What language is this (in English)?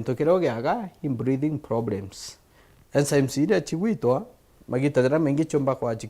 Meru